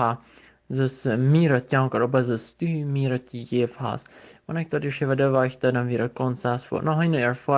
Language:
Plautdietsch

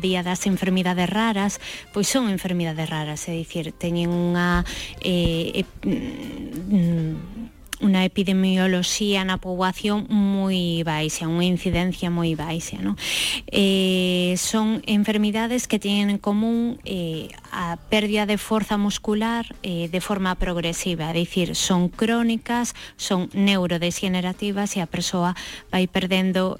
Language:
Galician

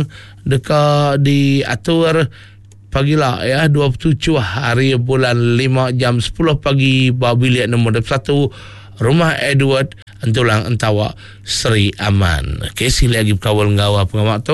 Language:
Iban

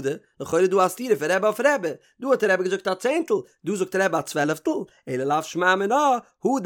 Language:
Yiddish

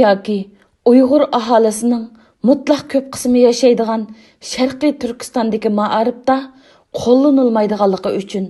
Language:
Uyghur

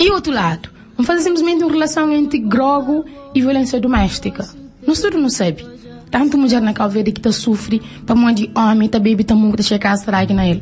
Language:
Kabuverdianu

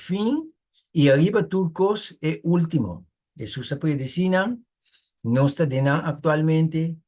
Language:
Papiamento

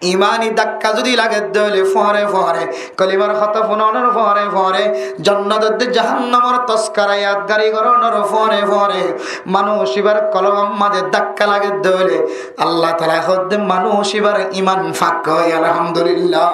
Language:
Rohingya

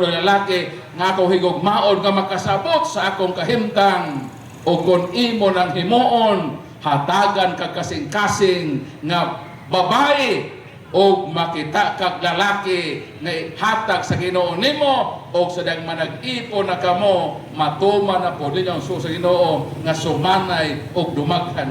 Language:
Cebuano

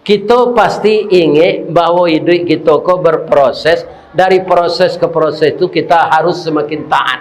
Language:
Minangkabau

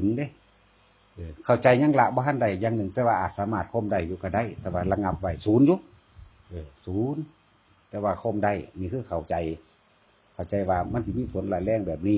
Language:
Northeastern Thai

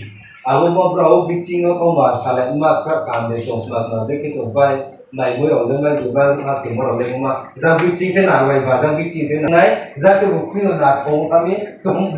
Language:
Riang (India)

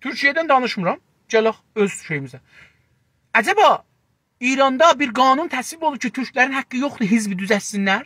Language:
South Azerbaijani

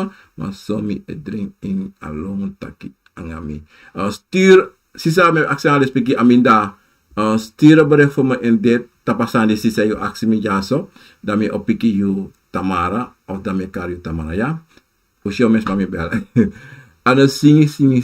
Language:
Sranan Tongo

